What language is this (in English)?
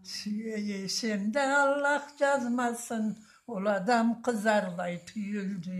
Karachay-Balkar